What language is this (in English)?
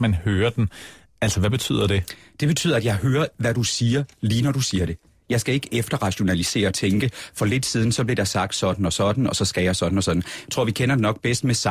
Danish